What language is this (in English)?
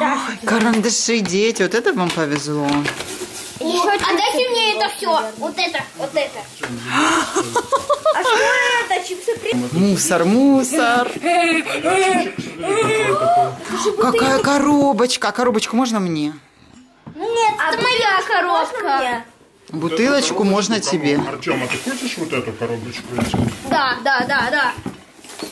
Russian